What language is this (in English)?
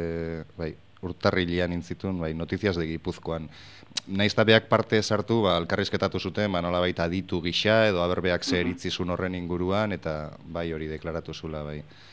Basque